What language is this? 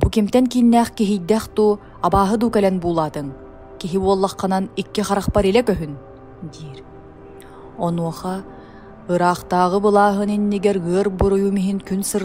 Yakut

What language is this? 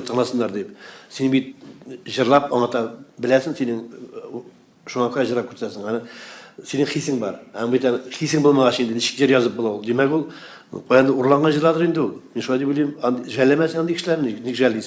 Tatar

